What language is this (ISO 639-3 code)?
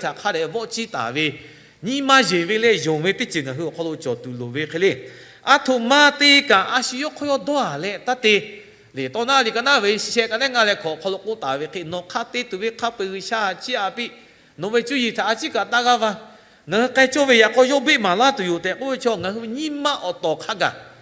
lhu